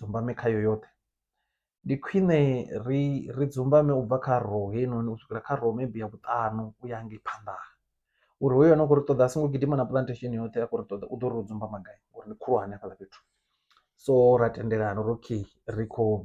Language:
Venda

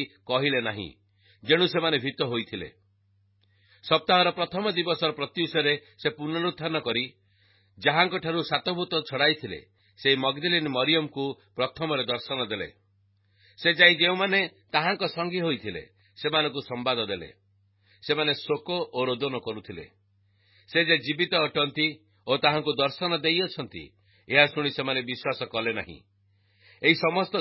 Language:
Odia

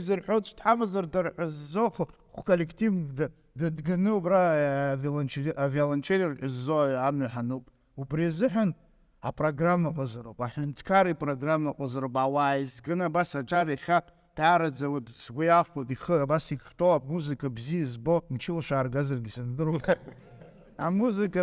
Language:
Abkhazian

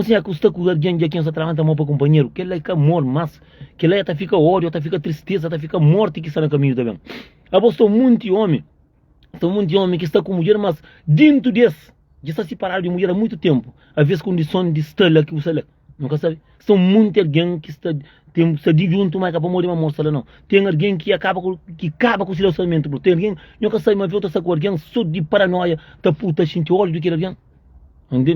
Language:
Kabuverdianu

